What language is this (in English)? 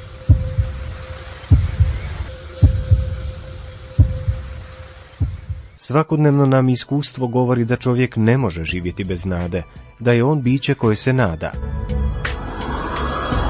Croatian